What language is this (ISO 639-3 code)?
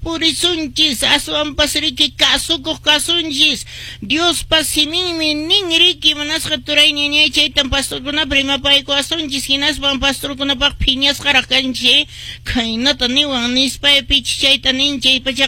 que